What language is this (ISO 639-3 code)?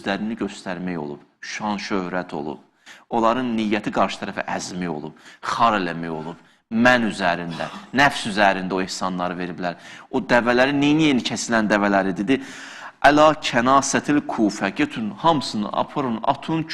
aze